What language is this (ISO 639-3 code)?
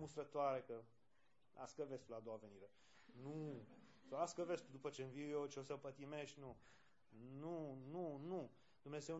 ron